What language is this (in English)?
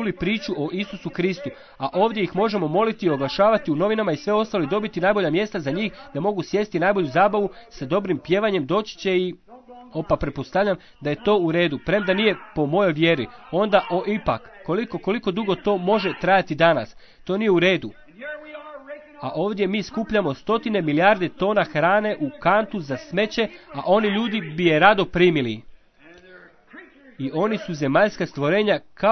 Croatian